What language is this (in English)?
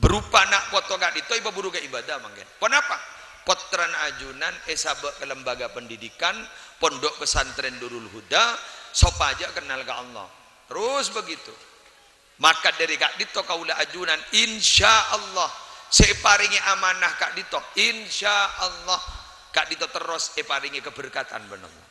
Madurese